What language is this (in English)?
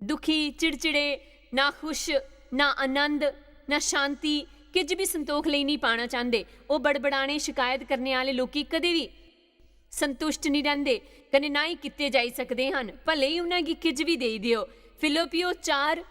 Dogri